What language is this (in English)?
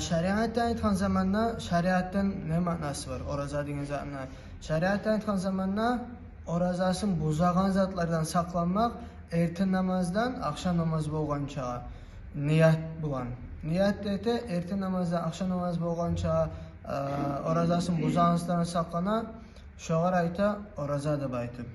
Kumyk